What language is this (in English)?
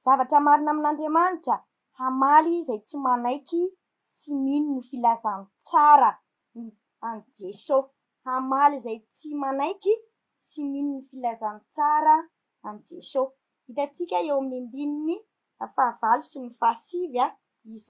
Malagasy